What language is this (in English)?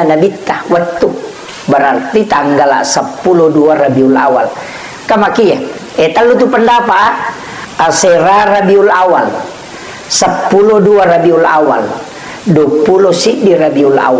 Buginese